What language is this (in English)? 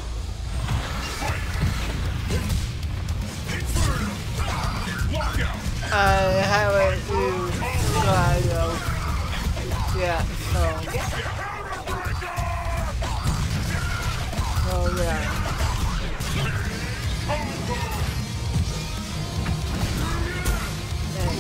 English